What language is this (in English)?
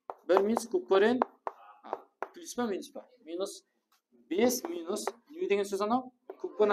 Kara-Kalpak